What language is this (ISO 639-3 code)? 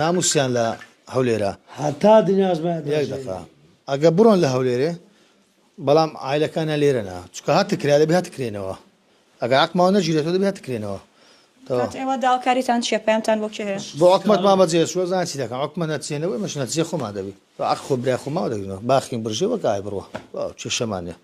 ckb